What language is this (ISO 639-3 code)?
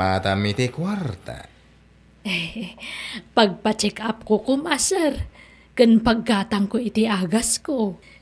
ilo